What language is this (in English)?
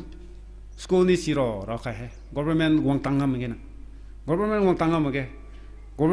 Rongmei Naga